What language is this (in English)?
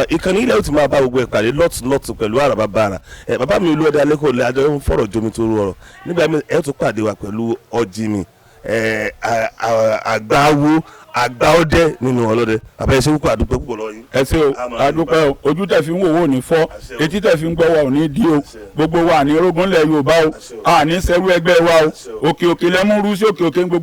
Yoruba